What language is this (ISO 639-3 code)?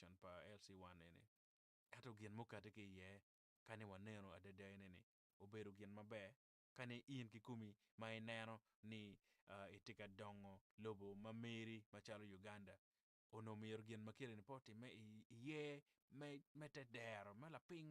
ach